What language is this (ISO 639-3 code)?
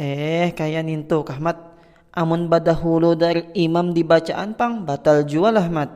bjn